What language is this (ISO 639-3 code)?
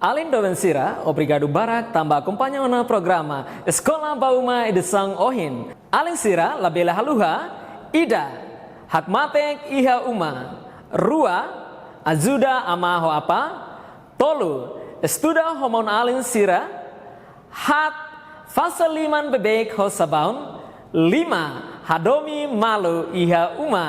tet